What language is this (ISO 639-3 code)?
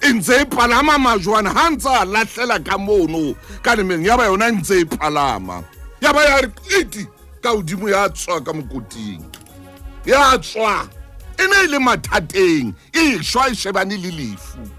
sot